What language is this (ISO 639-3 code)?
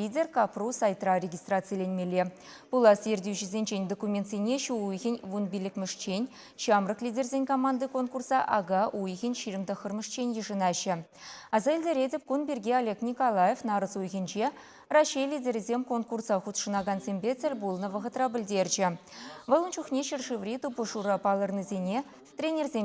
chv